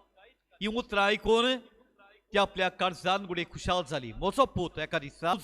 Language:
Konkani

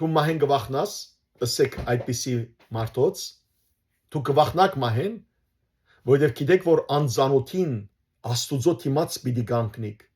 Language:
Western Armenian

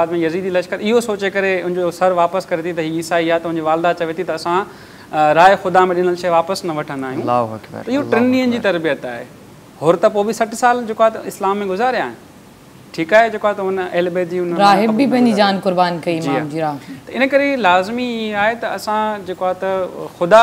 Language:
Sindhi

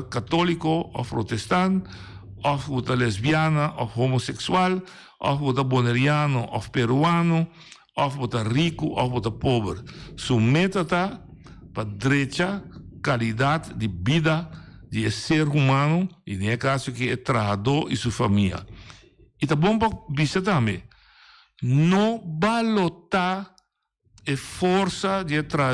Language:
Papiamento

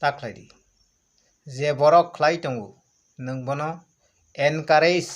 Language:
Kok Borok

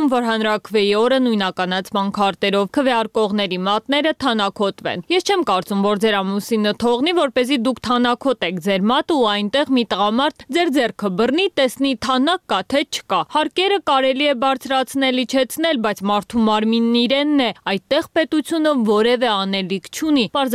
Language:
Armenian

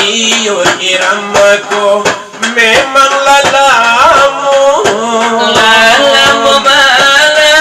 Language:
Minangkabau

